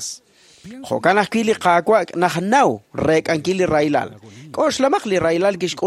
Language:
Kekchí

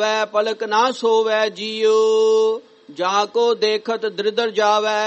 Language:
Punjabi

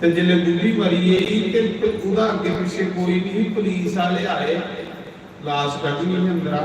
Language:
Dogri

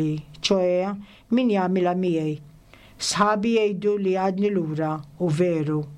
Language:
Maltese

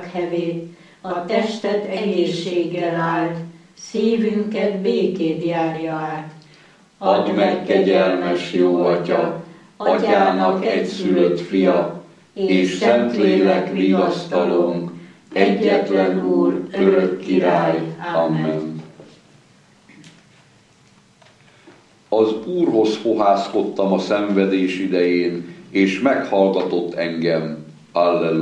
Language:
Hungarian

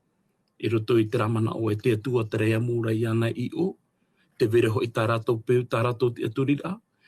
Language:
Tahitian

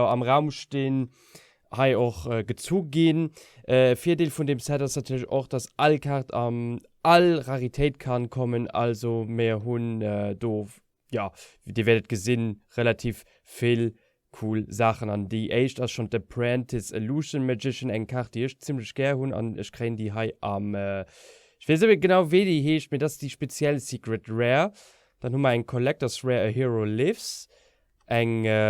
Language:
Luxembourgish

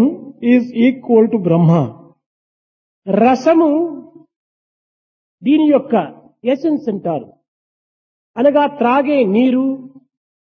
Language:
Telugu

